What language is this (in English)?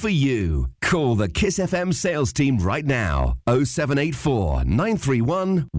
Kinyarwanda